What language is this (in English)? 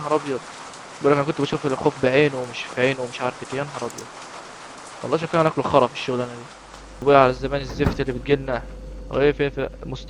Egyptian Arabic